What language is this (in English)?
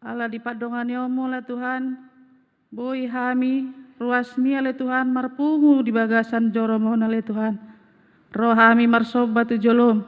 Batak Toba